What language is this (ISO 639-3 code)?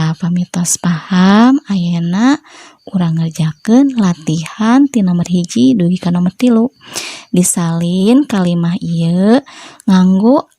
sun